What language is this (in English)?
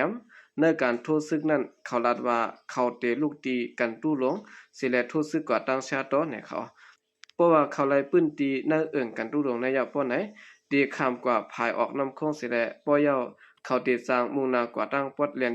Shan